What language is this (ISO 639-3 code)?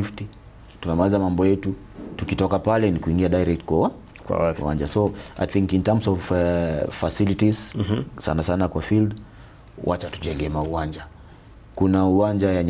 guz